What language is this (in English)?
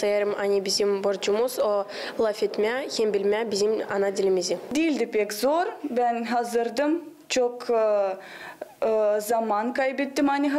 Gagauz